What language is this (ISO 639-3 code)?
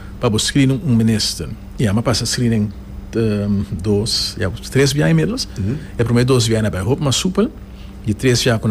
pap